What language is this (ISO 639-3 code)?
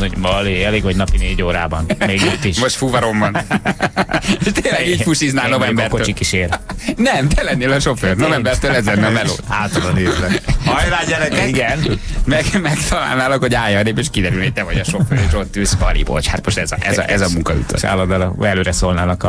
hun